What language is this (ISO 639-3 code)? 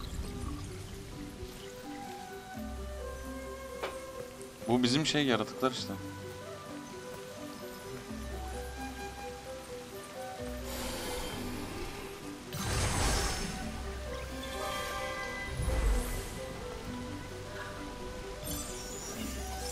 tur